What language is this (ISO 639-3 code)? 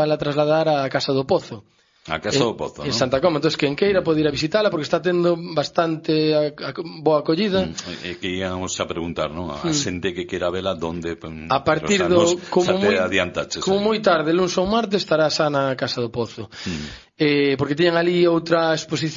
glg